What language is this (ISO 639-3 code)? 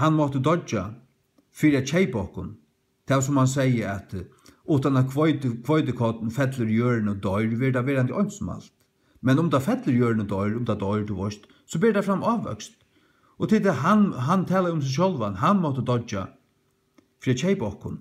fao